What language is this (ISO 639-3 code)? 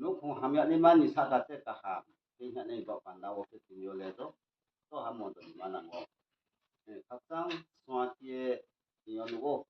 ria